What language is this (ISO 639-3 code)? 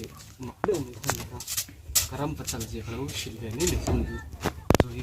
lus